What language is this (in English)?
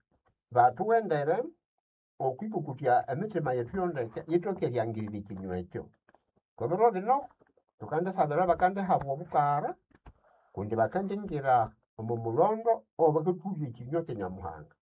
Nande